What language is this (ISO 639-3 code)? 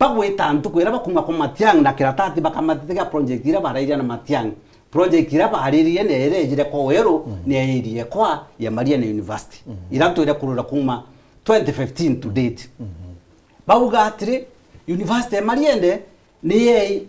mer